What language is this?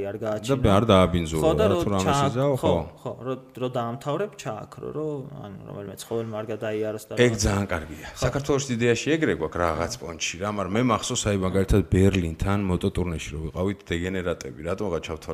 Georgian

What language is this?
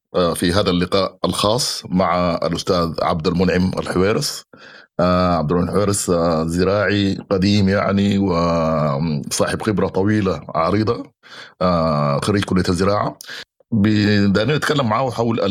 Sudanese Arabic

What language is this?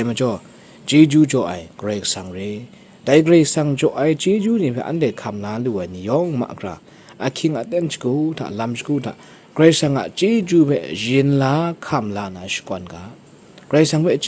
Kachin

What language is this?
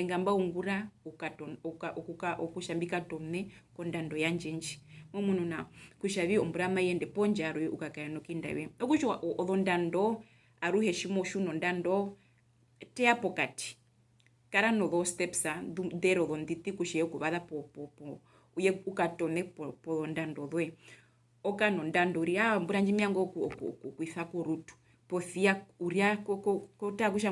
Herero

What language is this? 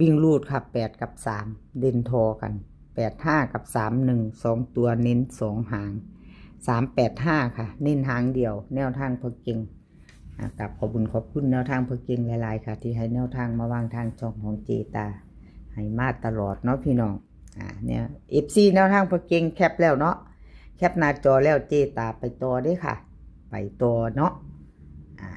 Northeastern Thai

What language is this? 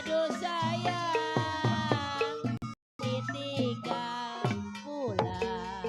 Betawi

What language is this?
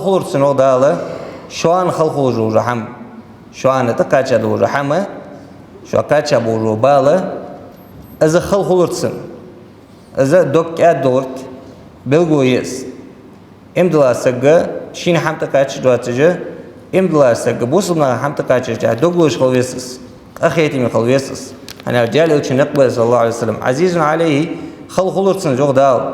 Ingush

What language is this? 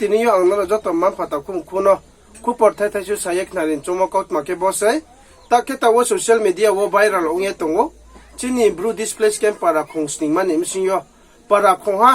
Riang (India)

